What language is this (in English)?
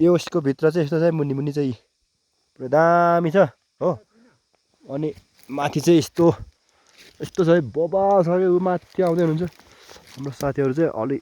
Nepali